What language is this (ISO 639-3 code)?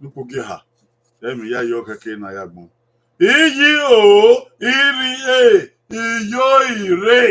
bin